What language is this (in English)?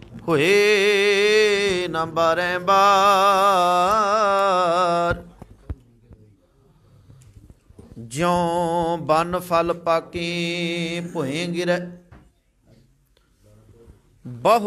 Punjabi